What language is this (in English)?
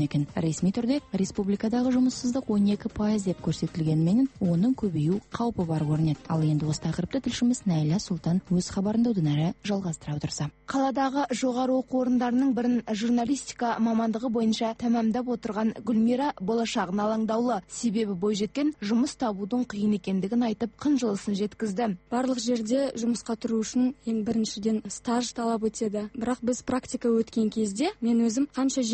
Kazakh